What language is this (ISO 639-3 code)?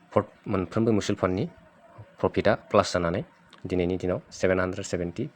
brx